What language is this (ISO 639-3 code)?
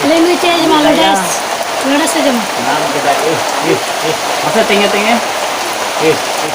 sat